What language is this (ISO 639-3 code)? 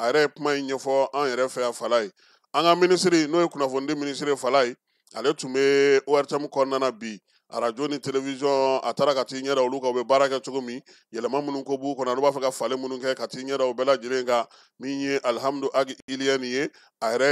bam